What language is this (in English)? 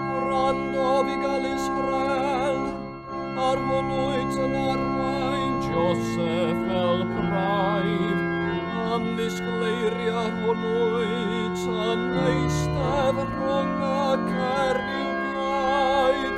Welsh